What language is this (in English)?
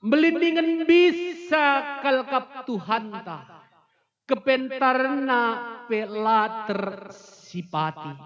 Batak Karo